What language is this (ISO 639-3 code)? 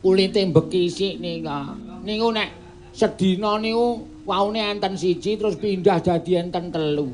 jav